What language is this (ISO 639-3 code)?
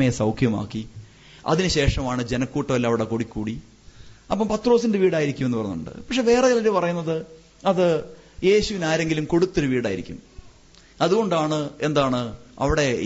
mal